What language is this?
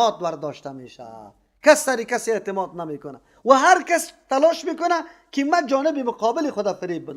Persian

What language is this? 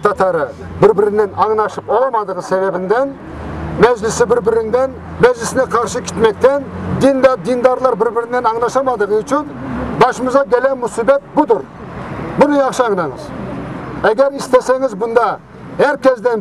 Crimean Tatar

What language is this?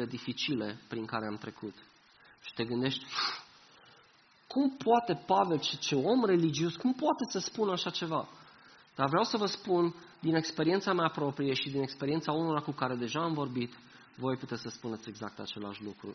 Romanian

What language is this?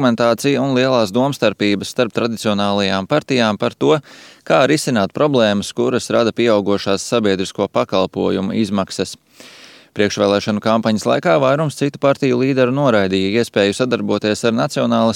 Latvian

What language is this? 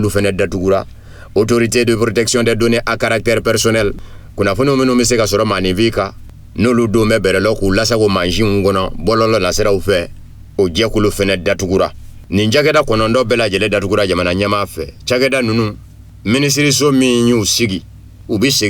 Bambara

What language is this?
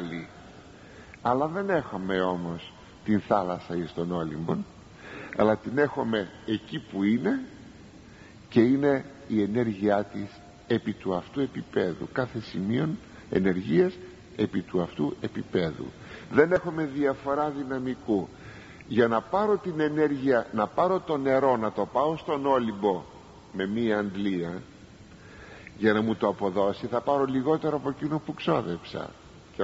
Greek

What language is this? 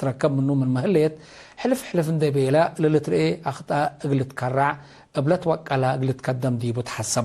Tigre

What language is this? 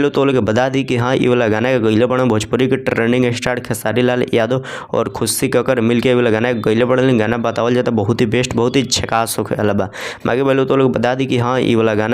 Bhojpuri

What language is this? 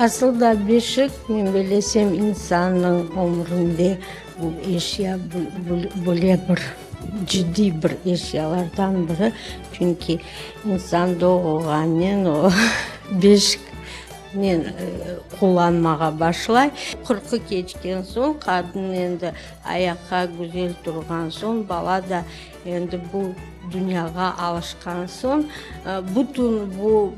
Crimean Tatar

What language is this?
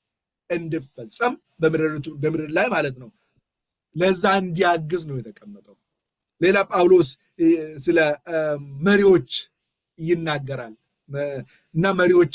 Amharic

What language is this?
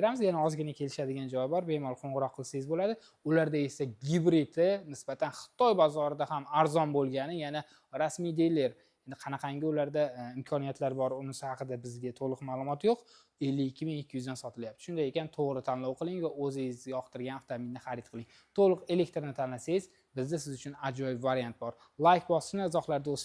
Uzbek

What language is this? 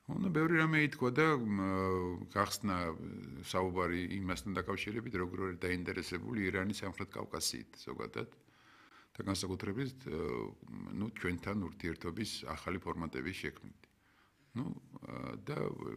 Georgian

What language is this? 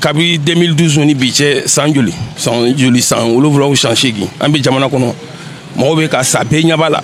Bambara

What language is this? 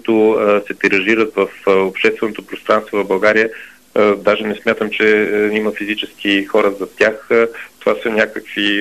Bulgarian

